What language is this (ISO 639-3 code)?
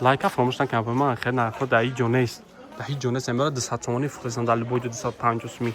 tgk